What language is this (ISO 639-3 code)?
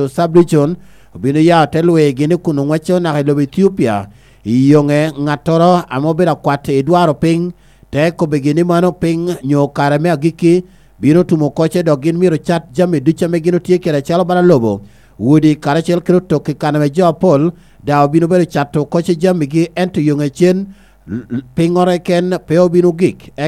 laj